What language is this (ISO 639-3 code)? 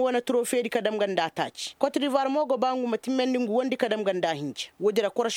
ses